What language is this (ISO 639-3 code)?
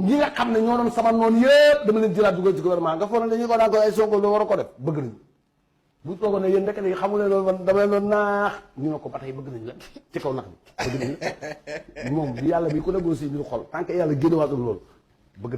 wol